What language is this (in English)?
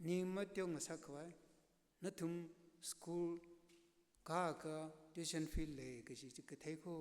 Tangkhul Naga (India)